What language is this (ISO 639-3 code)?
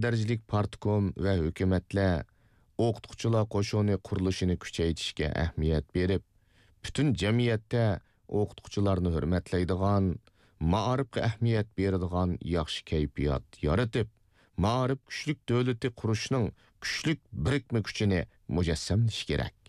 uig